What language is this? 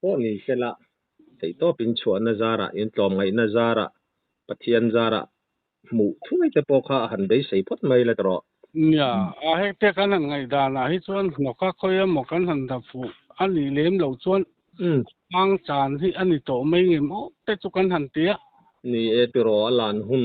Mizo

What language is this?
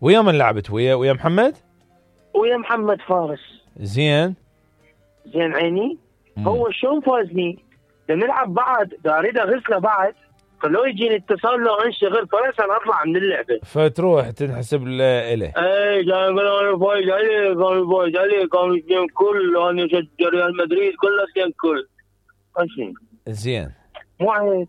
Mesopotamian Arabic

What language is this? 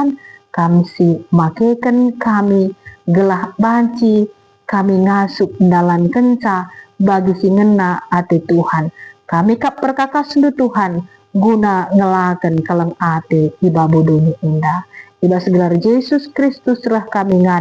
Batak Karo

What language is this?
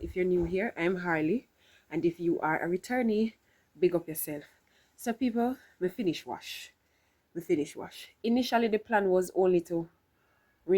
Jamaican Creole English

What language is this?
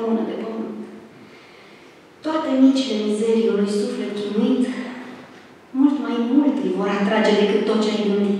Romanian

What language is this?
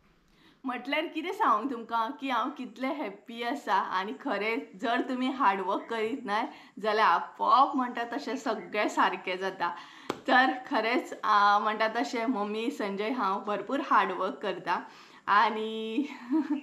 Konkani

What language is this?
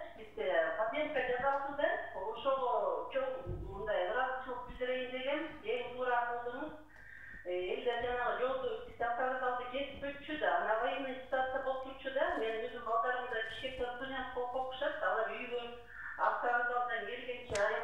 Kyrgyz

